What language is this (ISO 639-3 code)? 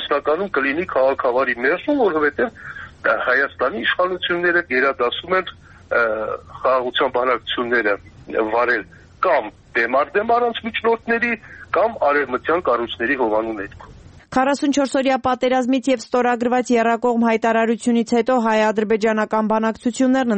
hye